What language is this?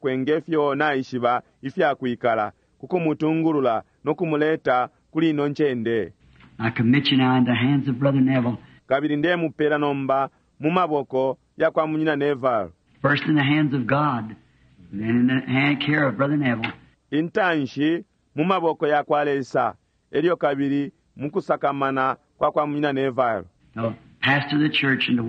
Bemba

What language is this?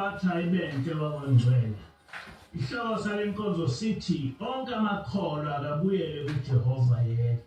Zulu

